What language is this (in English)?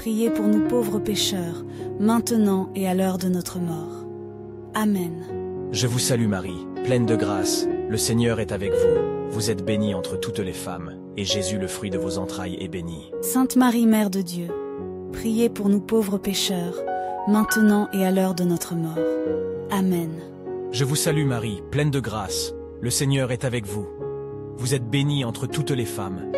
French